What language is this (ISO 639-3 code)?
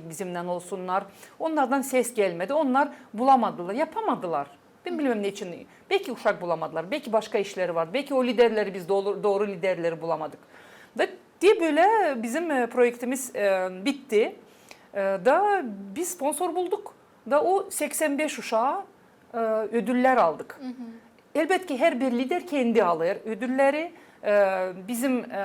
gag